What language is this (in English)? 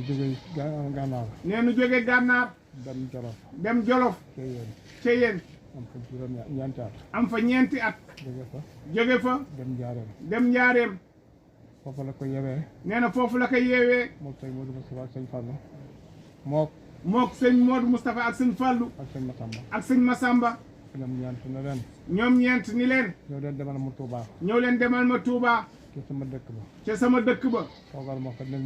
Wolof